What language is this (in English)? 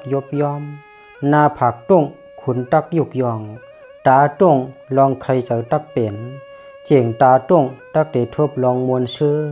Shan